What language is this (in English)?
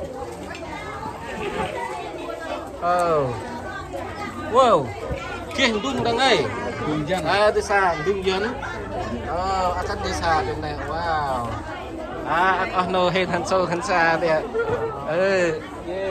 Central Mnong